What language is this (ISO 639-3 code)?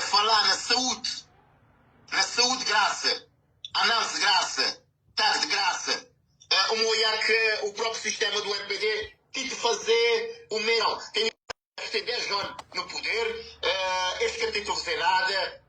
kea